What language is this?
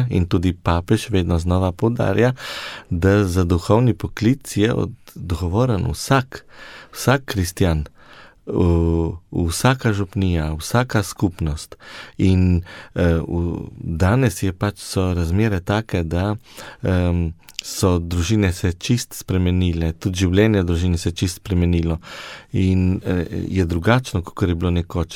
Slovenian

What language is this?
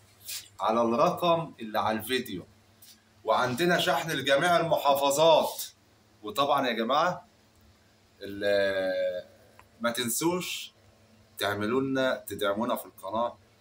Egyptian Arabic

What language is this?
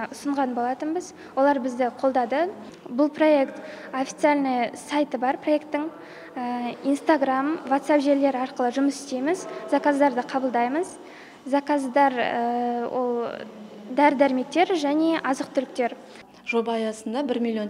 Kazakh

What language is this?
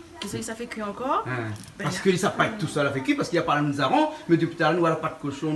Réunion Creole French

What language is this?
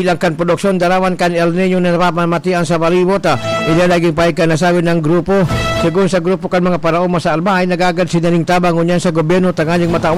Bikol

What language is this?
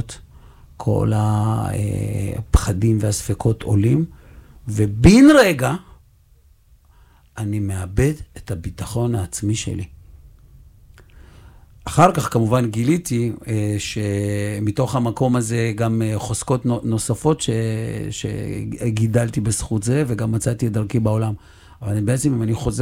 Hebrew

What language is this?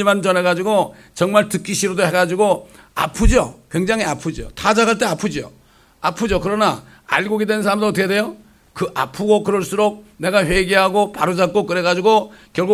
Korean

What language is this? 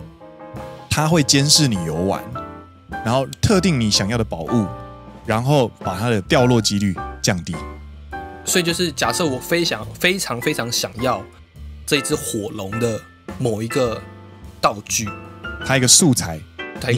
Chinese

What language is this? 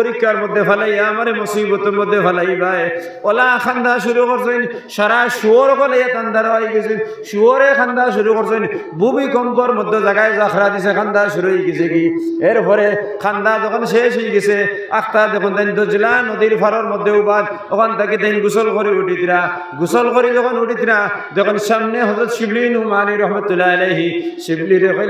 Sylheti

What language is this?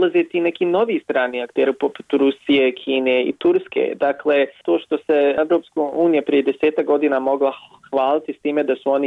Bosnian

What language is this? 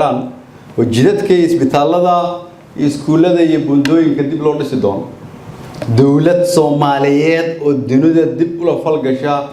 Somali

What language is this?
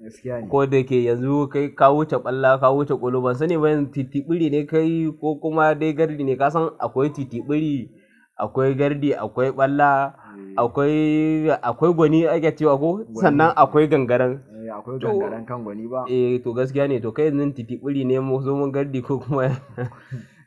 Hausa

